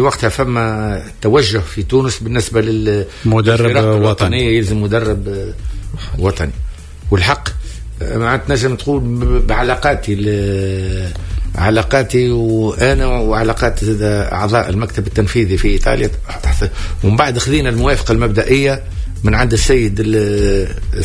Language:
Tunisian Arabic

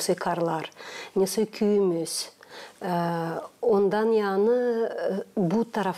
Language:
Gagauz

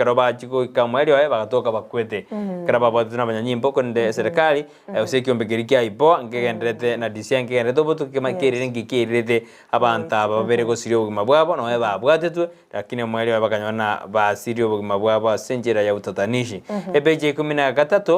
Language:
Gusii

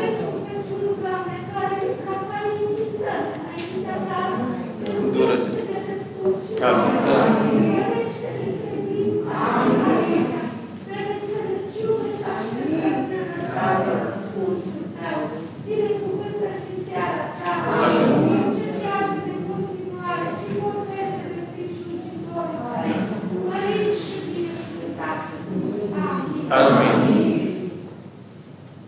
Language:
Romanian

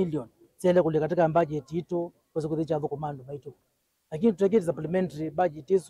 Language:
Kamba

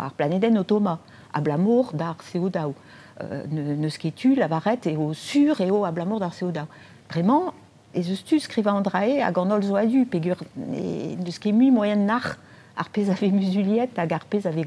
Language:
Breton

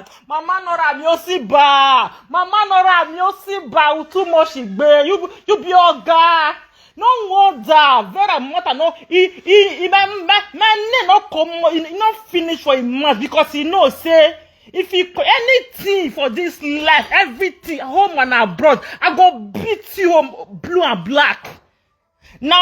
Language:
Nigerian Pidgin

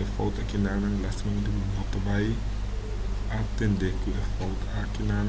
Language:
Papiamento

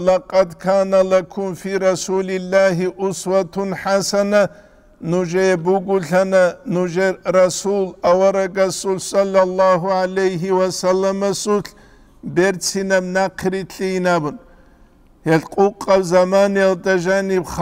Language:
Avaric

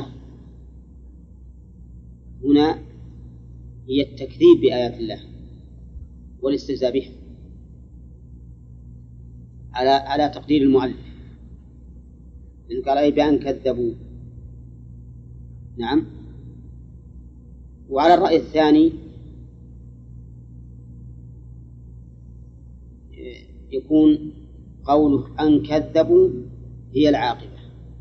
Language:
Arabic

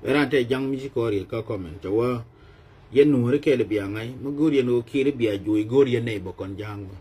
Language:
Nuer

